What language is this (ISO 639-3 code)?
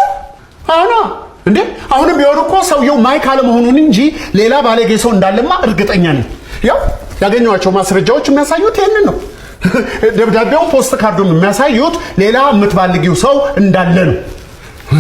amh